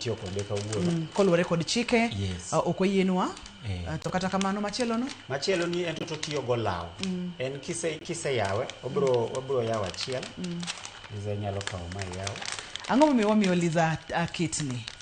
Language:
Luo (Kenya and Tanzania)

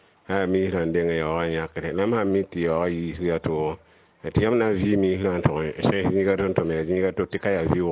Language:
Mossi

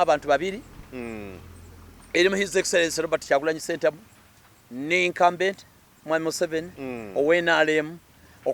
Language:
Ganda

